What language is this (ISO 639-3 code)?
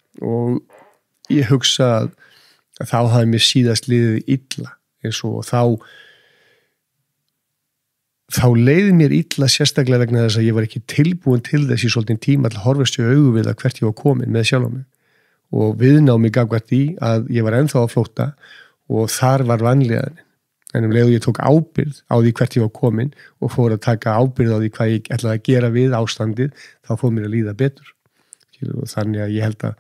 isl